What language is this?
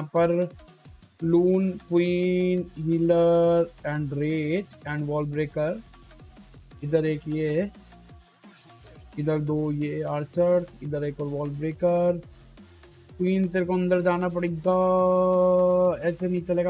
Hindi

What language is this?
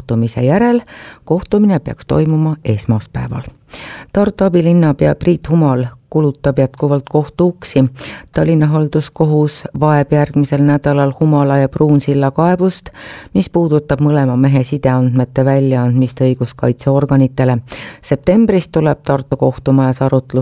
Estonian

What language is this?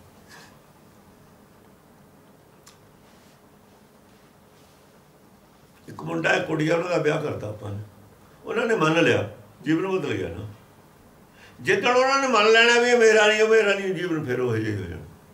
Punjabi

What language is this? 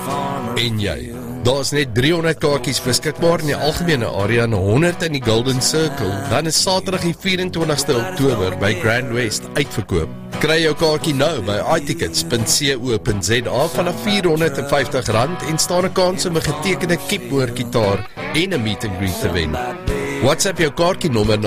Afrikaans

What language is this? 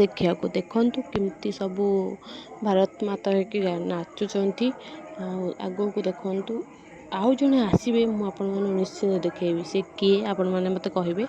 Odia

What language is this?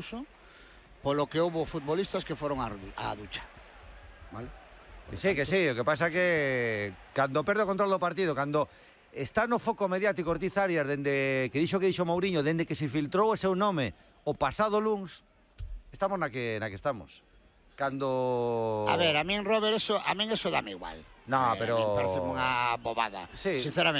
Galician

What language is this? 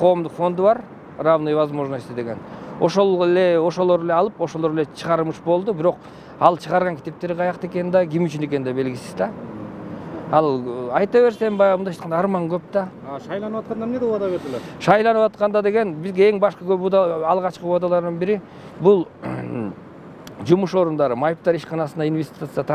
Kyrgyz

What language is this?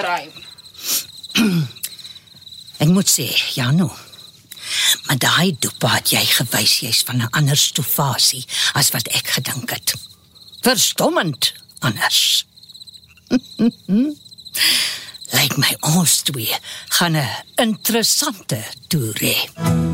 Afrikaans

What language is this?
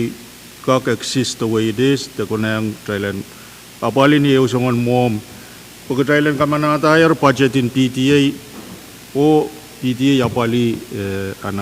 Pohnpeian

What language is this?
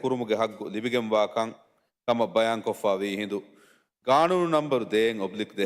Divehi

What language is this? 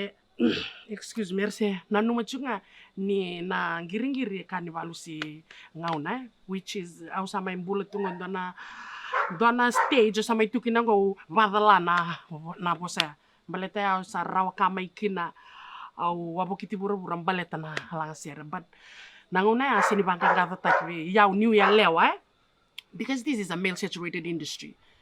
Fijian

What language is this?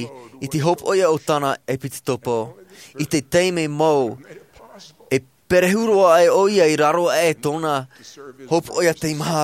Tahitian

